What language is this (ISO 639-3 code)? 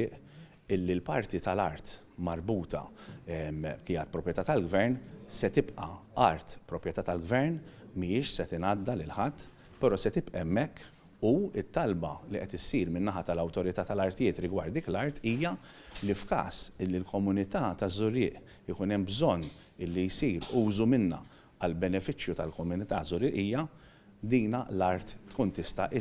mlt